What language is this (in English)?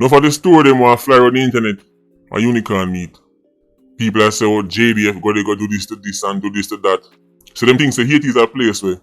Jamaican Creole English